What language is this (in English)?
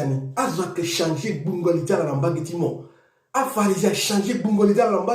Sango